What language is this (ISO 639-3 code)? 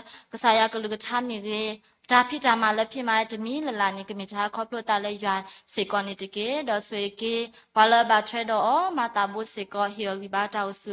ksw